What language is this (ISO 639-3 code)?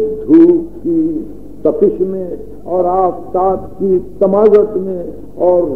urd